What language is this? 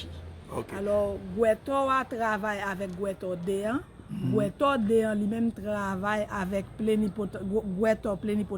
Haitian Creole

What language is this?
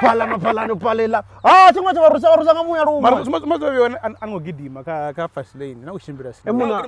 Venda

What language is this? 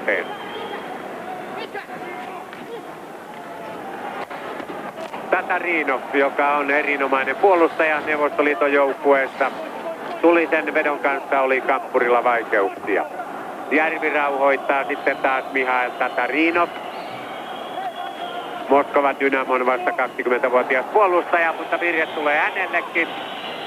Finnish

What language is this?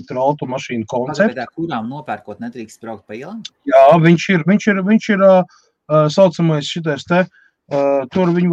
Latvian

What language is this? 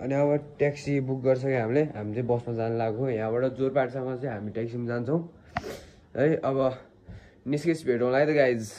Nepali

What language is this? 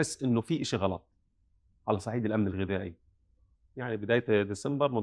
North Levantine Arabic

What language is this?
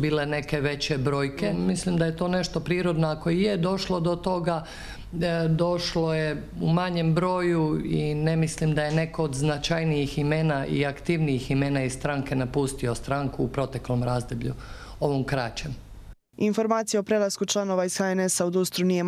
Croatian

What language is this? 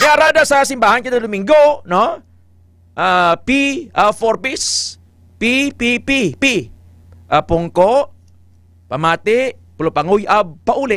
Hiligaynon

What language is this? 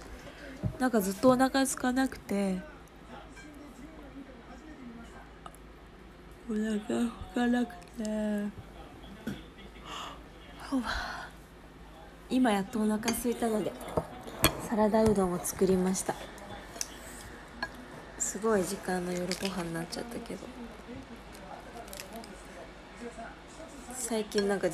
Japanese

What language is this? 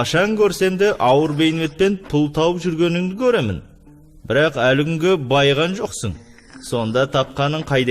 Kazakh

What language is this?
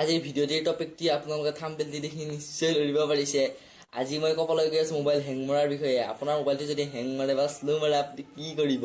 Assamese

